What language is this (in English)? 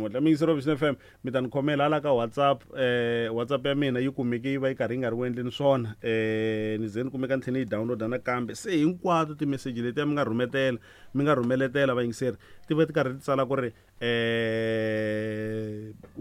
Tsonga